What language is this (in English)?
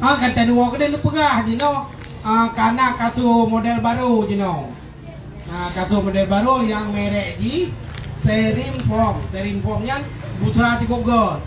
Achinese